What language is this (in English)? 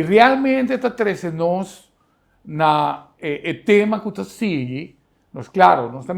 Papiamento